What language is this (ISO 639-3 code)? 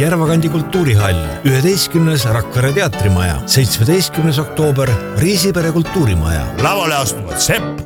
est